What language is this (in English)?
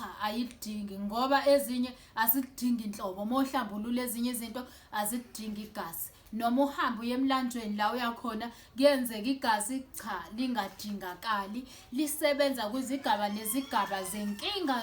Zulu